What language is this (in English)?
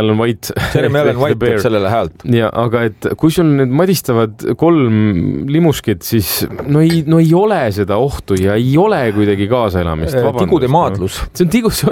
Estonian